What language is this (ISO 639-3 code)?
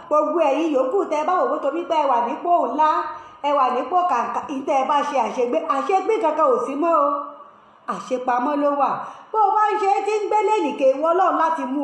yor